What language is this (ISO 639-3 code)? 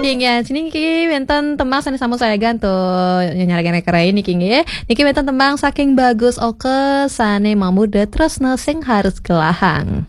ban